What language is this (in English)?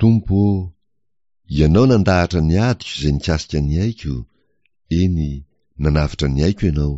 Malagasy